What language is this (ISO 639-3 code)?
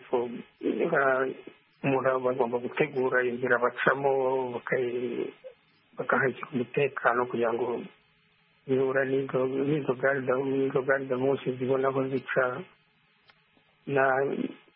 kin